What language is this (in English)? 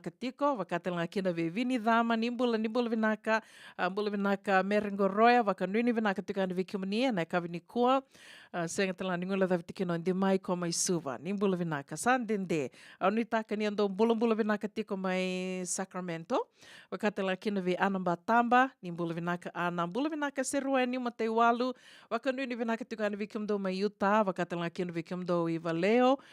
Fijian